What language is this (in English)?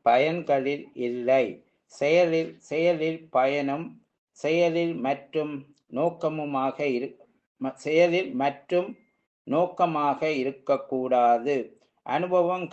Tamil